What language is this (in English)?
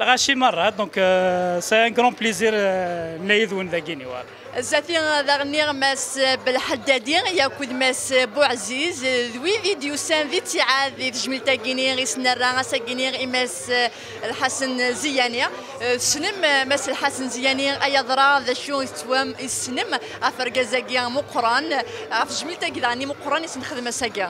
Kabyle